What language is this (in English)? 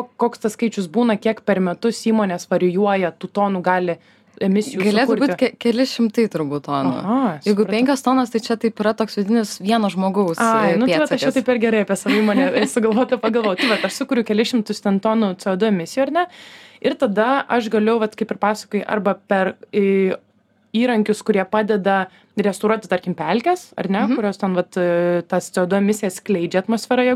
Lithuanian